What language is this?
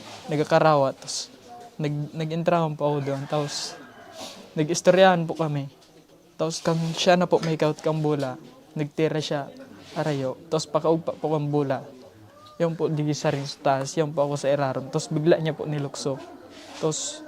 Bikol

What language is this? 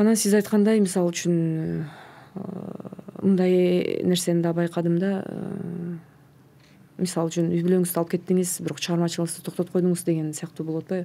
Kyrgyz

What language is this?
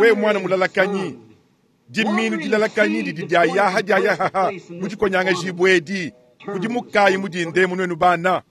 Luba-Lulua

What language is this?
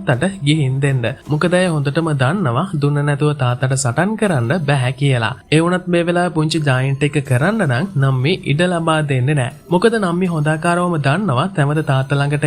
Sinhala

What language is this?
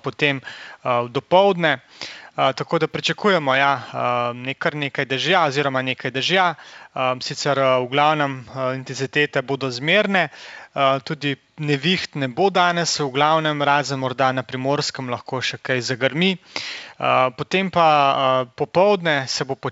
Slovenian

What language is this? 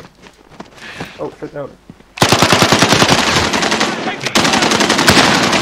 Croatian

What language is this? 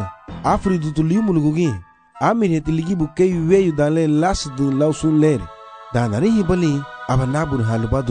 Garifuna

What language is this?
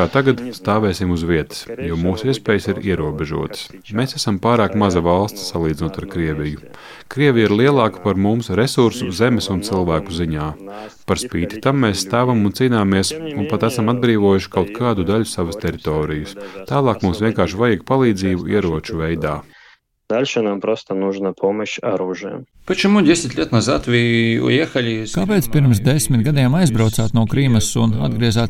Latvian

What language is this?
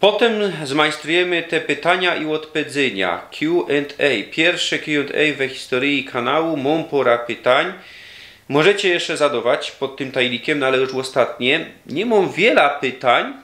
Silesian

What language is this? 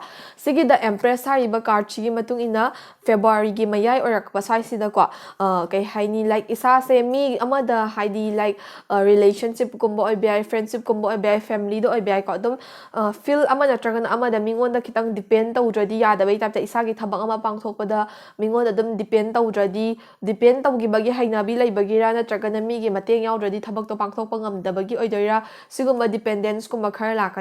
Manipuri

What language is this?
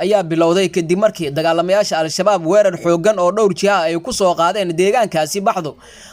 Somali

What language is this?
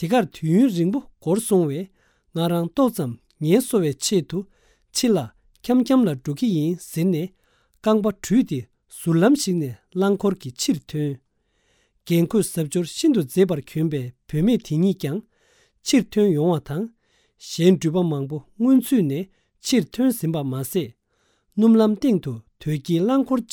Tibetan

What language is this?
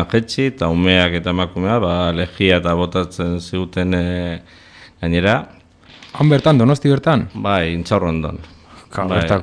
Basque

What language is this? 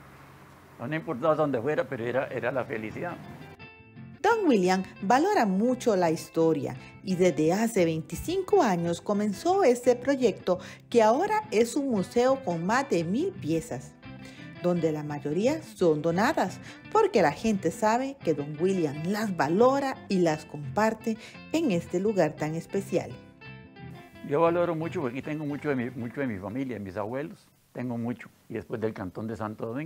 Spanish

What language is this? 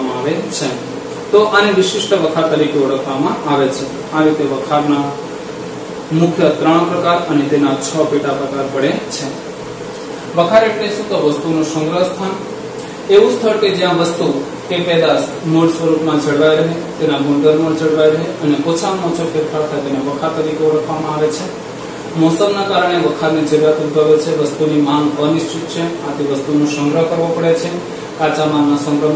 Gujarati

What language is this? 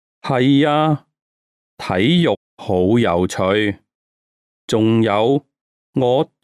Cantonese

